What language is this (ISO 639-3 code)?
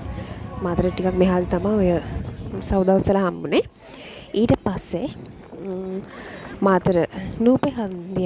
sin